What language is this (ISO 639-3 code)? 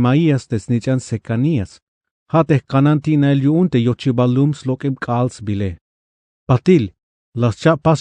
tzh